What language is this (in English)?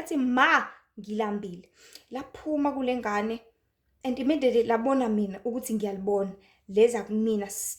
Zulu